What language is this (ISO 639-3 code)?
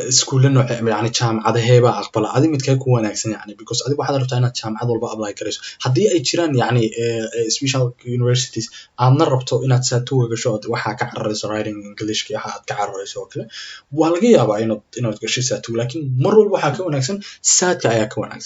som